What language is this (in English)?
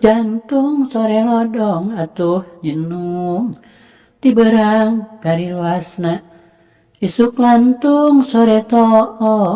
Sundanese